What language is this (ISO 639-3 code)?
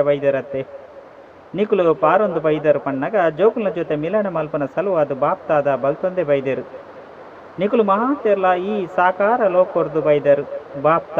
tcy